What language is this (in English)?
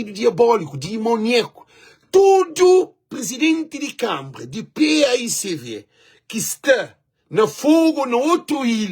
Kabuverdianu